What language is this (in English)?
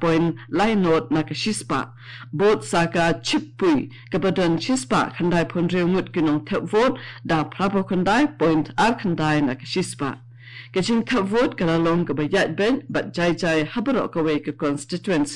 Khasi